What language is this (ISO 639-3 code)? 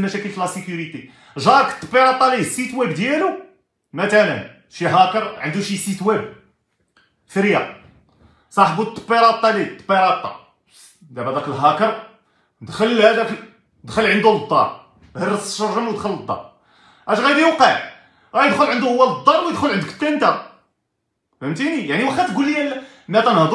ary